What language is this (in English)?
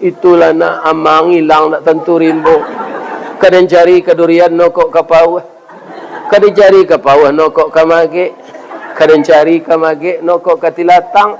Minangkabau